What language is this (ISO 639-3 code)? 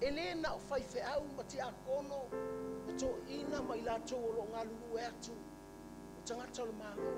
smo